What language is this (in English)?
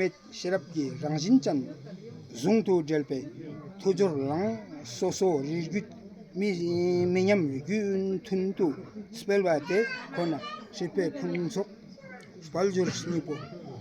Ladakhi